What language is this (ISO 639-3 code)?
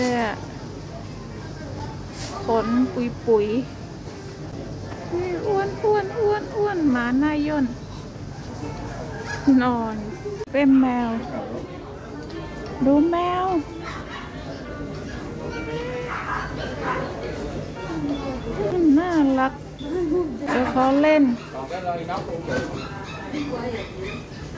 tha